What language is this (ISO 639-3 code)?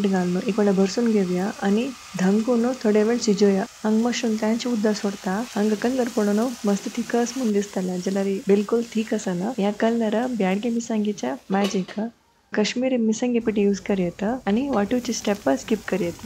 kok